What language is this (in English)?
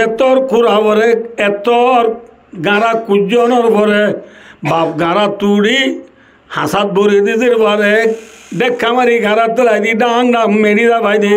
Rohingya